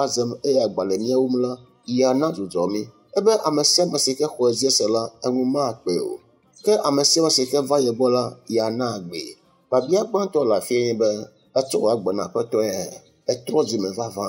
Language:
Ewe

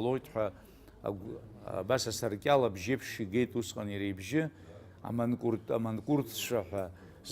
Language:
Abkhazian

